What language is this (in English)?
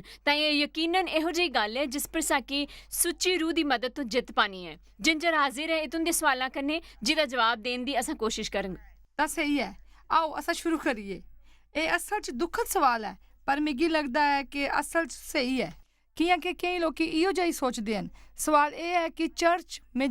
Dogri